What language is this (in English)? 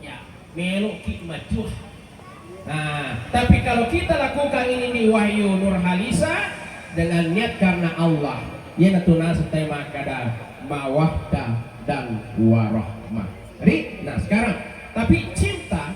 Buginese